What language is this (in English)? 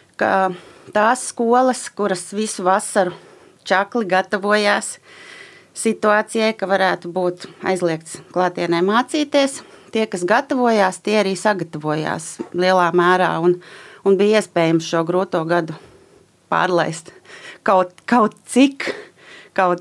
Latvian